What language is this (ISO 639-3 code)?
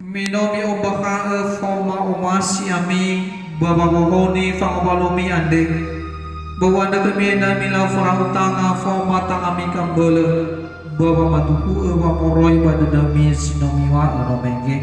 nia